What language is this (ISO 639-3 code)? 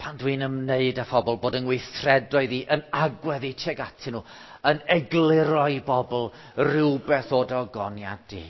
cym